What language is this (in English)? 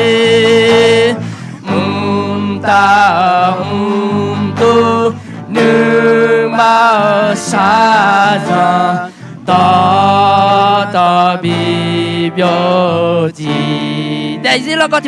Akha